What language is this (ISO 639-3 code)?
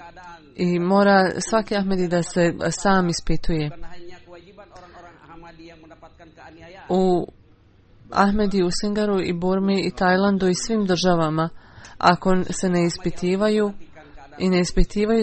bos